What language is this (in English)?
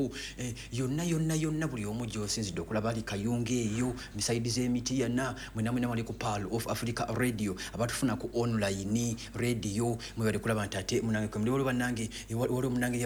Ganda